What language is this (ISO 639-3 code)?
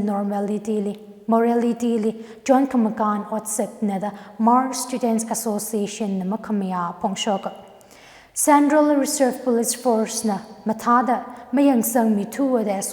nmf